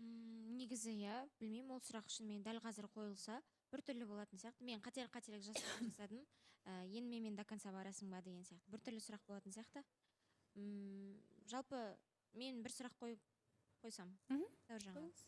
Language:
Kazakh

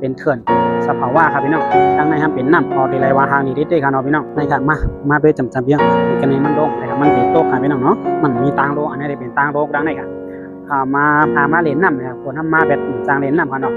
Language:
Shan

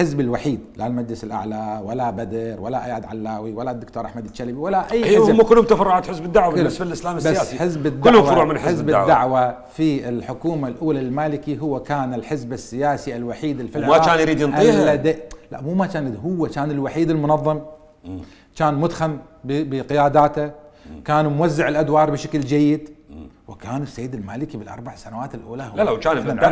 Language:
Mesopotamian Arabic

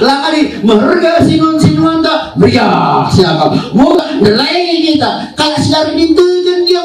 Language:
Batak Karo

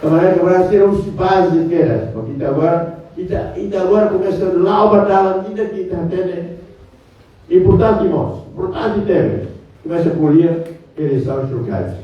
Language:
Tetum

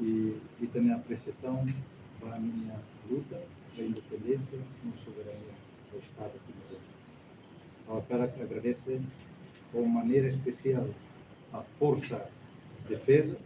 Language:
Tetum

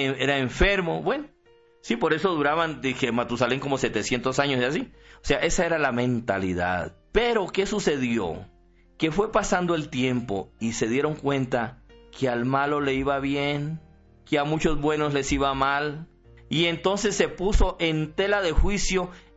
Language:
Spanish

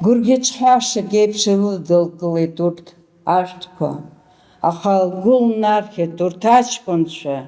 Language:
Abkhazian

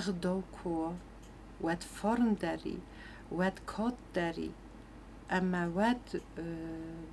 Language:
Ossetic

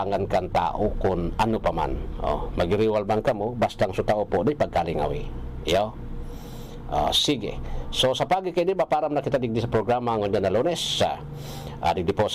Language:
Bikol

